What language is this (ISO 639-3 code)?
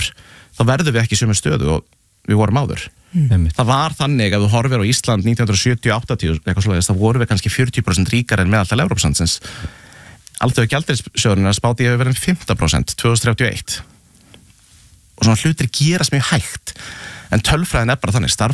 isl